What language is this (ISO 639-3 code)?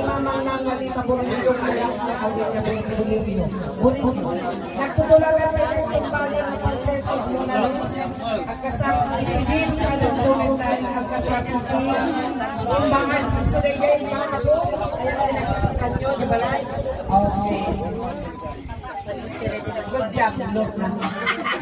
fil